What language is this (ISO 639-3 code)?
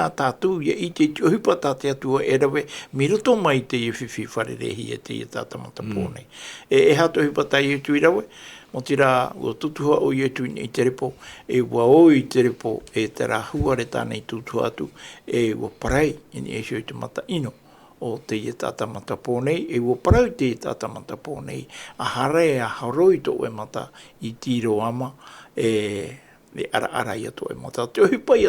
tah